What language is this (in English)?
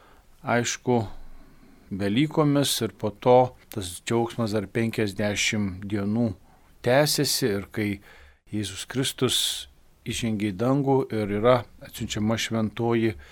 Lithuanian